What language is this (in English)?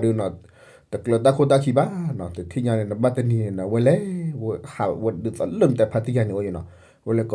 S'gaw Karen